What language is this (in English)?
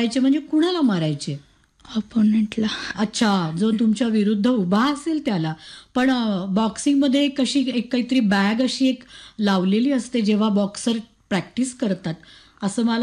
Marathi